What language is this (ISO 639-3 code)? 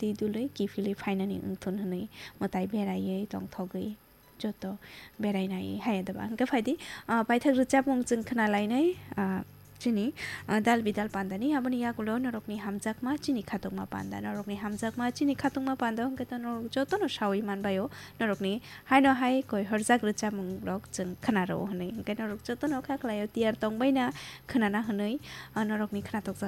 trp